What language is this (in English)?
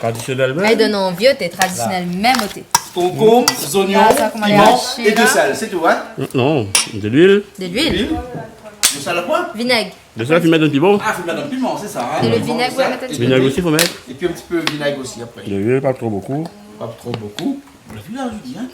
Réunion Creole French